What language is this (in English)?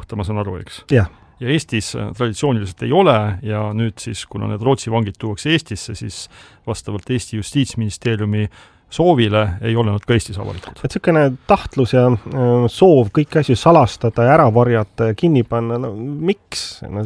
Estonian